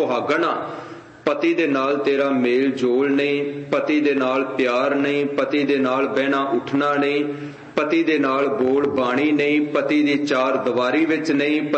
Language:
Punjabi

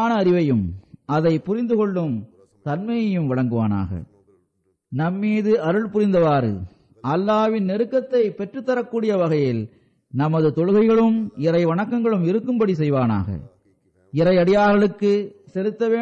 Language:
Tamil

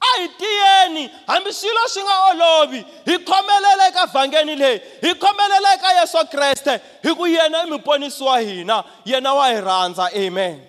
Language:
Tsonga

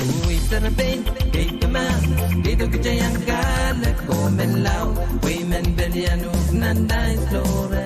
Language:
Pohnpeian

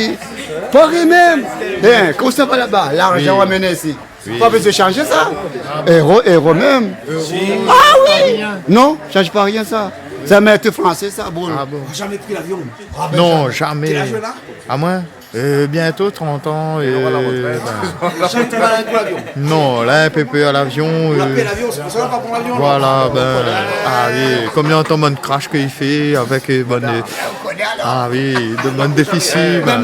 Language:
Réunion Creole French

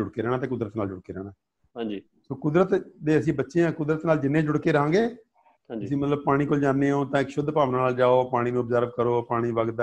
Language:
Punjabi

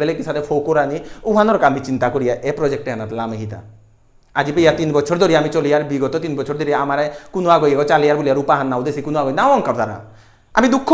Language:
Bishnupriya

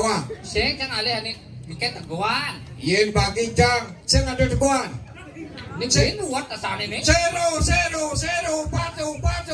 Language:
Balinese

